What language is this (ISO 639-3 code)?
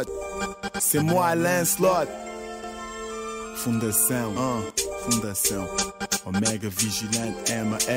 por